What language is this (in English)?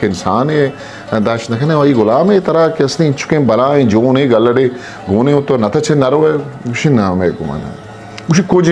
Eastern Balochi